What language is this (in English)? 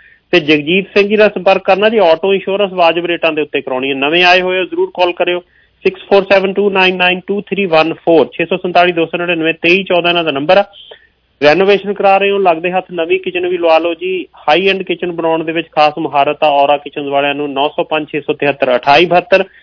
Punjabi